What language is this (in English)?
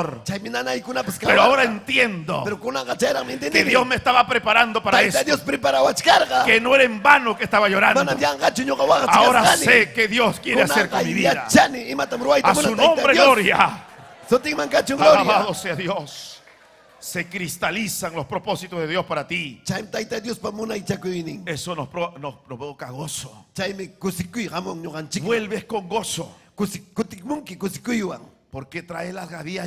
Ayacucho Quechua